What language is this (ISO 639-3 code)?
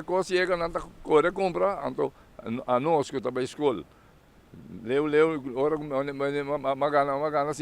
pap